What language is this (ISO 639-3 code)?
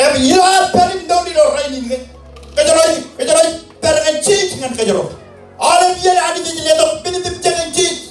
mah